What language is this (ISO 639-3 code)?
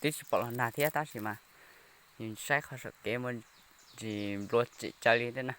hmn